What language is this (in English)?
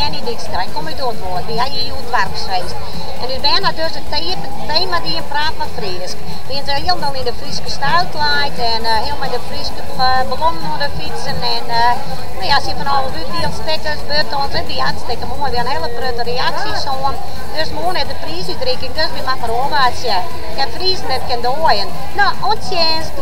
Western Frisian